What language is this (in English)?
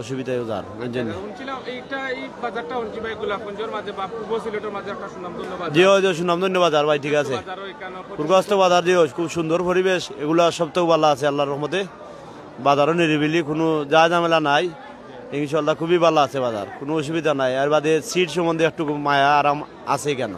Sylheti